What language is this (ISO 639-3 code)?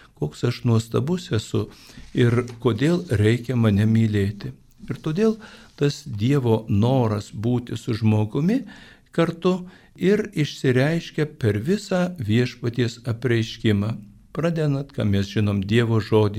lit